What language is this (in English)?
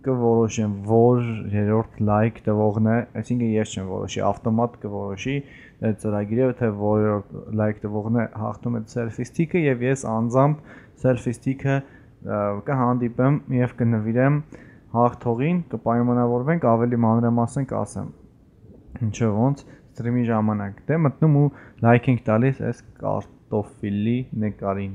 Armenian